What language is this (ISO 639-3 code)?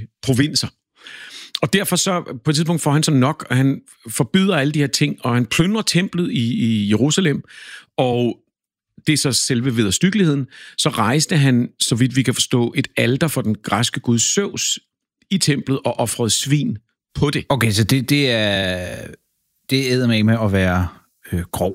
dan